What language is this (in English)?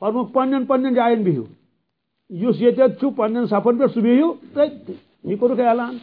Kashmiri